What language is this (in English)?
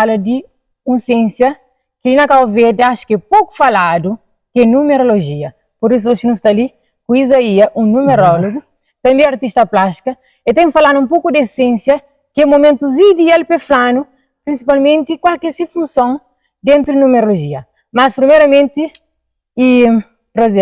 Kabuverdianu